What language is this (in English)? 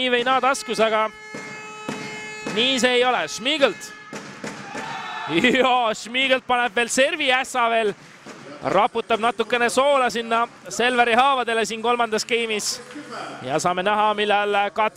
Estonian